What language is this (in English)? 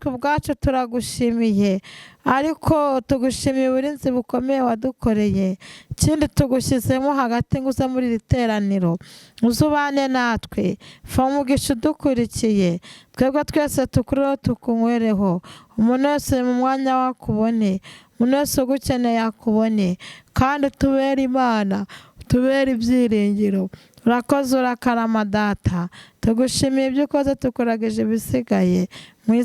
Kinyarwanda